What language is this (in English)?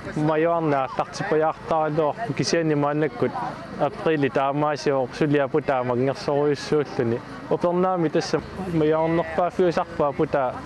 Kalaallisut